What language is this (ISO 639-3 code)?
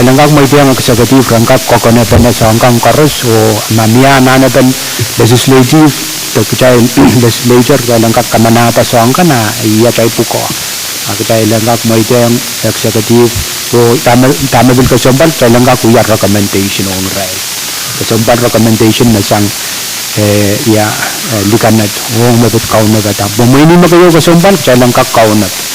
pon